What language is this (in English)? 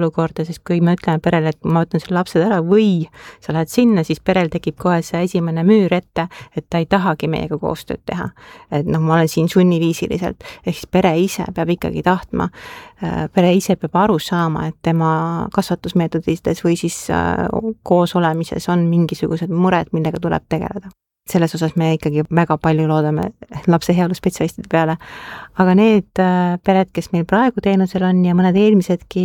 Estonian